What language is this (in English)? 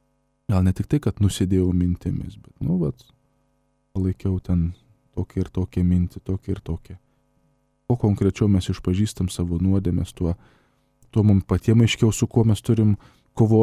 Lithuanian